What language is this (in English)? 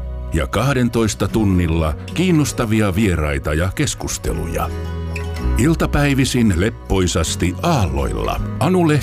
Finnish